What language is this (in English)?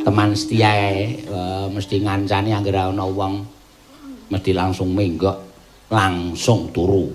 Javanese